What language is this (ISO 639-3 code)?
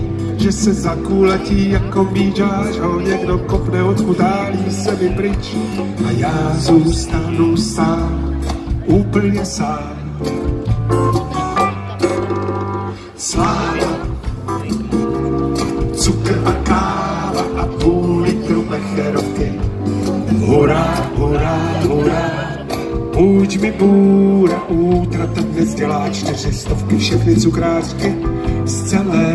ces